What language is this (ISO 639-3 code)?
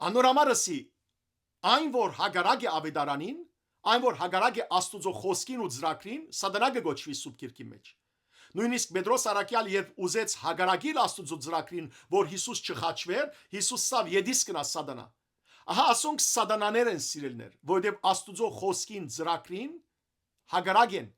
hyw